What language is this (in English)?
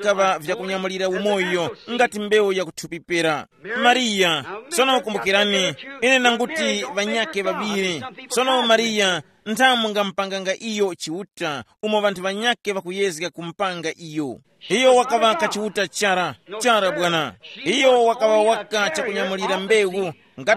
Tumbuka